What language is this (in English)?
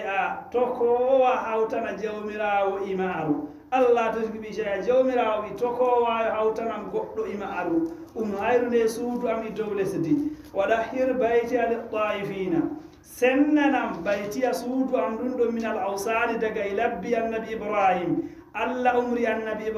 Fula